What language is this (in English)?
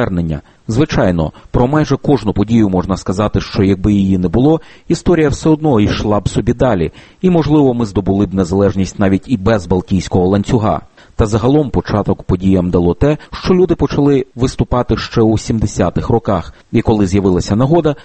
Ukrainian